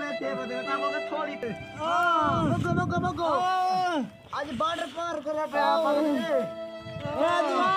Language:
Saraiki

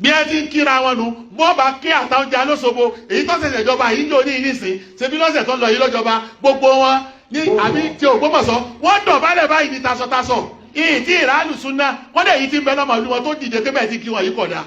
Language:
Yoruba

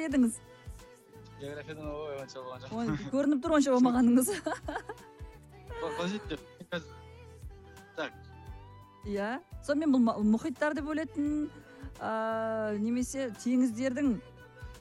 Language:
Kazakh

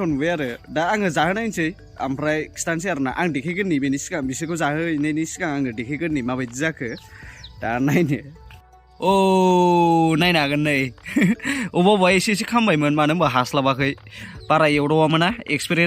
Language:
Bodo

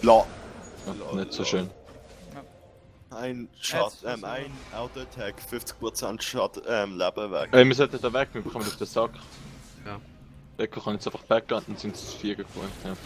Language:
Swiss German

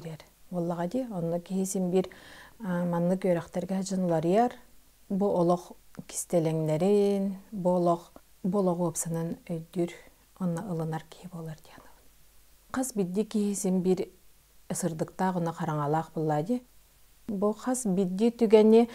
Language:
Yakut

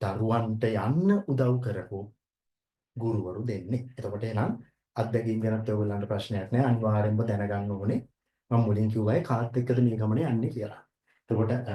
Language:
Sinhala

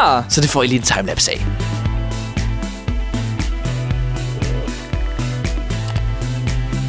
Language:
Danish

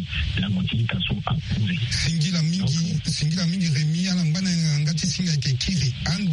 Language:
Sango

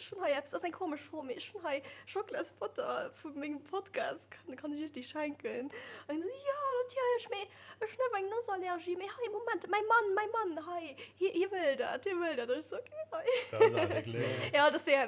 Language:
Luxembourgish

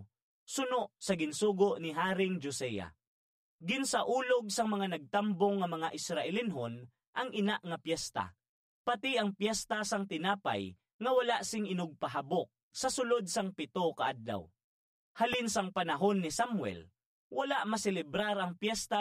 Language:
Hiligaynon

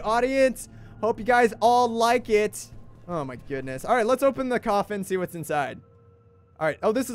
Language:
English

